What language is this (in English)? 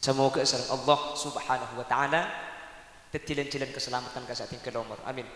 Madurese